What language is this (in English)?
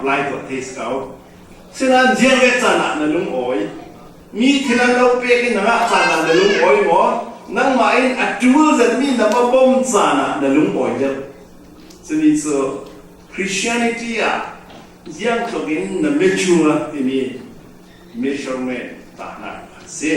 Falam Chin